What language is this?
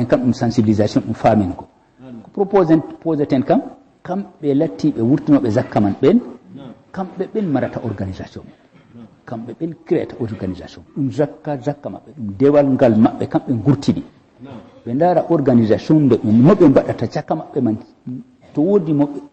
Fula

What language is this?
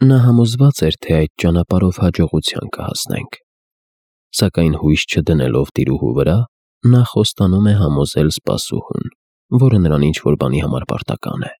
Armenian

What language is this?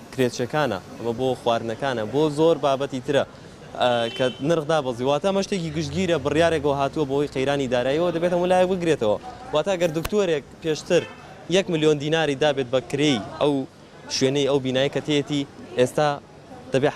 Central Kurdish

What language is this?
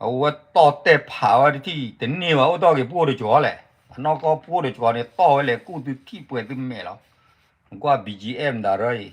S'gaw Karen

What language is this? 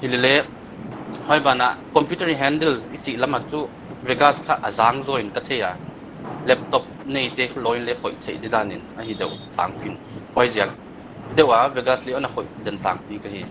Paite Chin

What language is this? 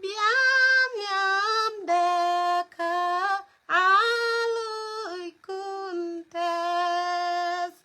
Nuer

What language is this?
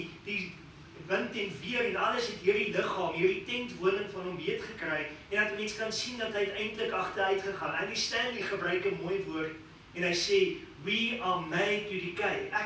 Afrikaans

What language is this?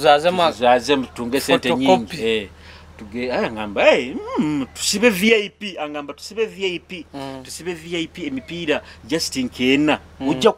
Nyoro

